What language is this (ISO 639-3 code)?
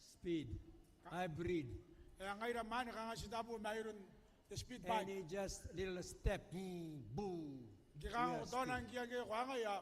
gil